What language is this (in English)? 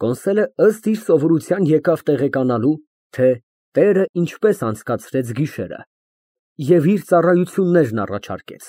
Armenian